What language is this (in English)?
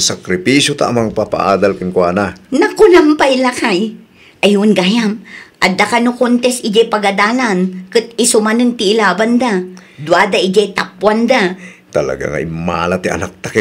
Iloko